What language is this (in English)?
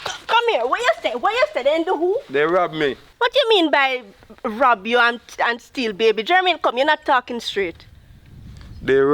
Jamaican Creole English